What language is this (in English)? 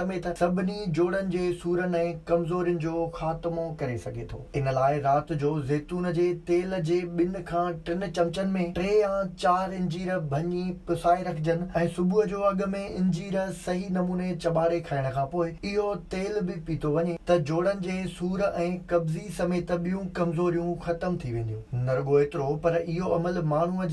Sindhi